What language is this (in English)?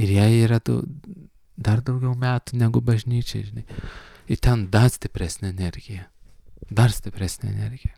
Lithuanian